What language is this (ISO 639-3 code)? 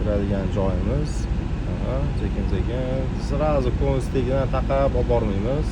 uzb